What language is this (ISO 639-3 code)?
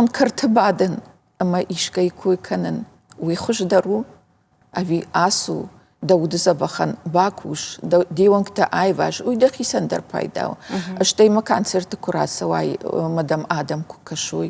oss